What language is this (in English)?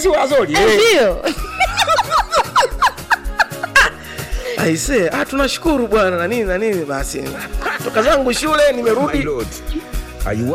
Swahili